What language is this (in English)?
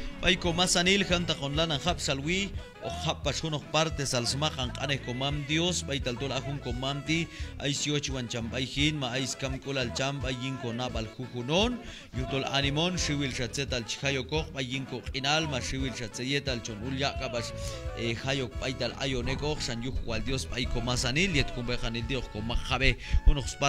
Q'anjob'al